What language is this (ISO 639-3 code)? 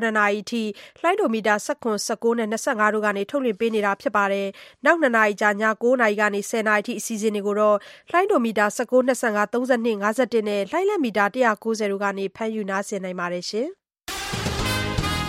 mya